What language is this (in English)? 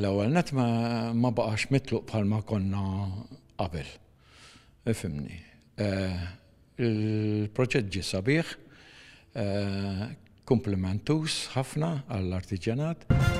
Maltese